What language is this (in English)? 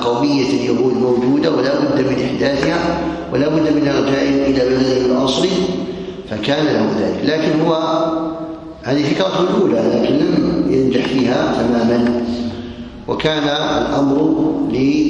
Arabic